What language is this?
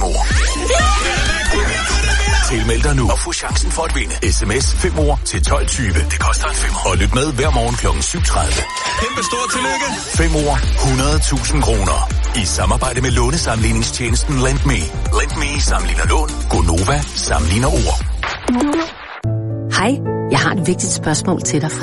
Danish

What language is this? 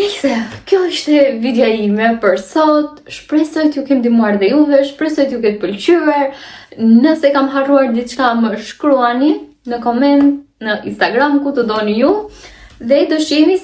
Albanian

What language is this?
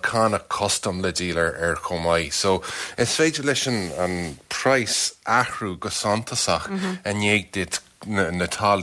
Irish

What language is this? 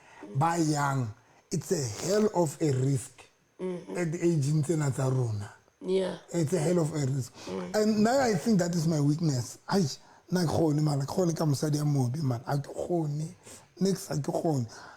Southern Sotho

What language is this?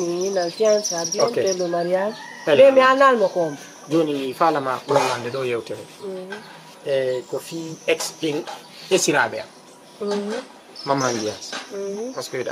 Fula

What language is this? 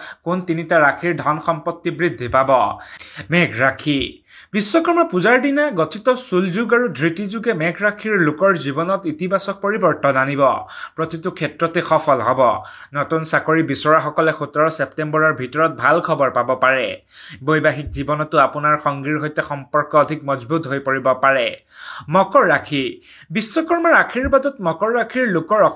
Assamese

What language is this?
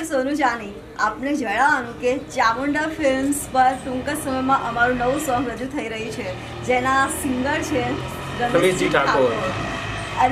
Gujarati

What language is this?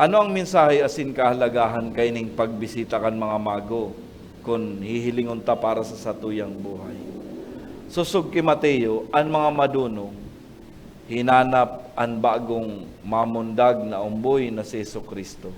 Bikol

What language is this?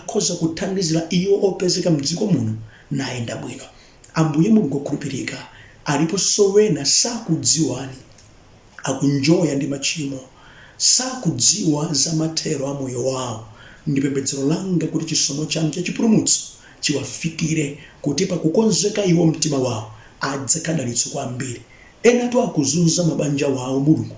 Nyanja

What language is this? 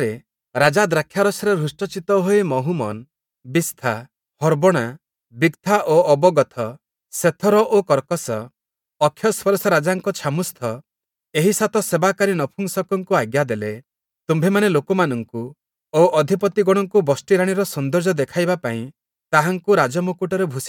Odia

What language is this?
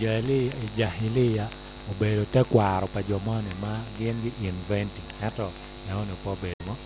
Lango (Uganda)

